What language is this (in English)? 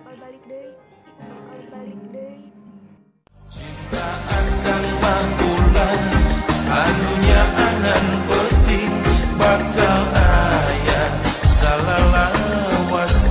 Sundanese